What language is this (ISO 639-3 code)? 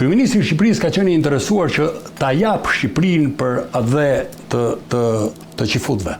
sqi